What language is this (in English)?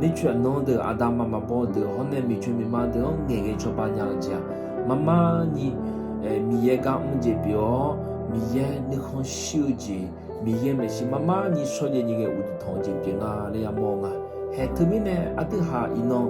Akha